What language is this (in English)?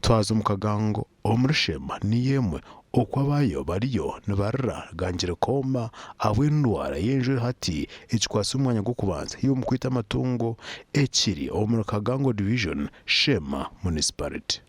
Nyankole